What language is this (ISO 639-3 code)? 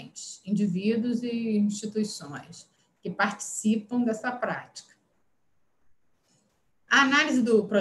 por